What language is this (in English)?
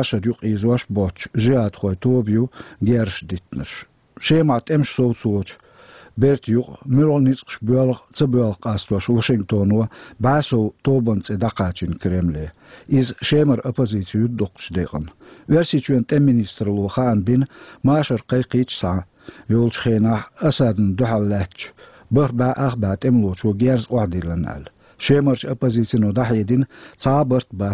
Chechen